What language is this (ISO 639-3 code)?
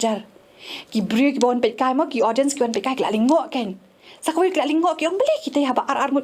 kha